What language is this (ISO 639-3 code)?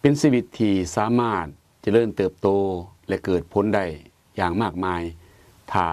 lao